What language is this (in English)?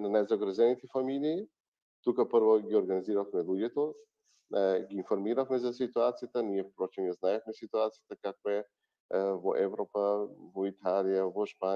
Macedonian